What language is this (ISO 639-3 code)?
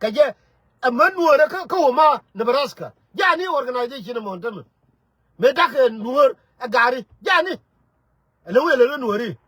nus